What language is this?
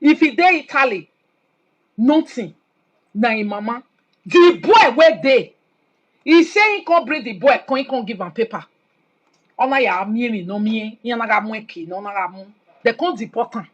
Nigerian Pidgin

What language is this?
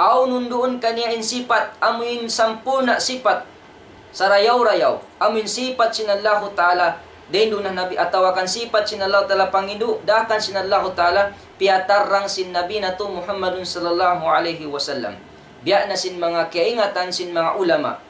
Tausug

